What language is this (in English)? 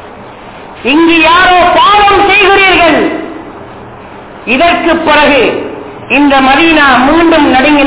Tamil